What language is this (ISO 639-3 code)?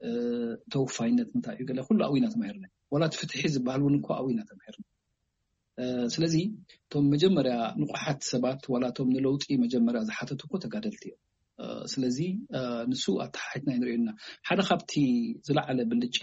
tir